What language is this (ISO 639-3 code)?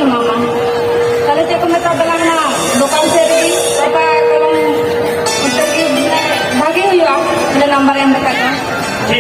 sat